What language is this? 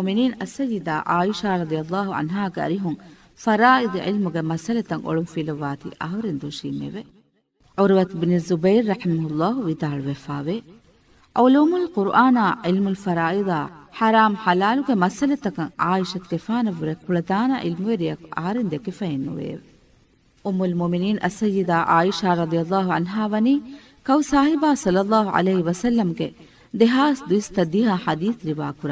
Divehi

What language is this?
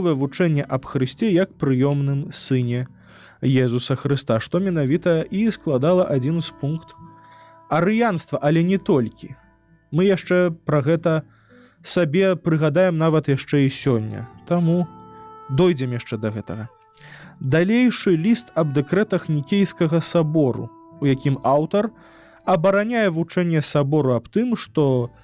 Belarusian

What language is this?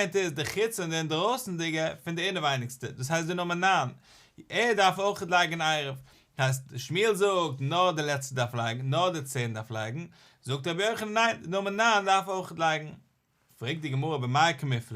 Yiddish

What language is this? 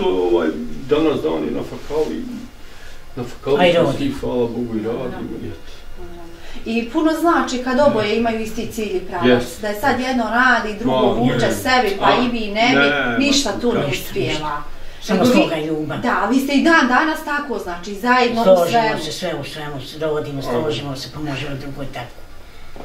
Bosnian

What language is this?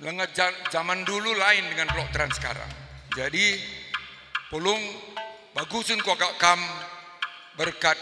Batak Karo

